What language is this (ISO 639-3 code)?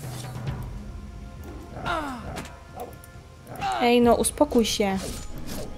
pol